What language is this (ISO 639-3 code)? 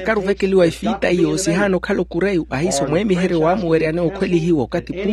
vmw